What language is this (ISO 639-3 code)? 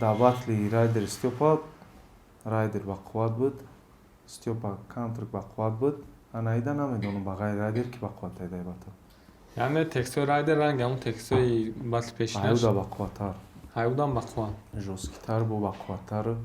tgk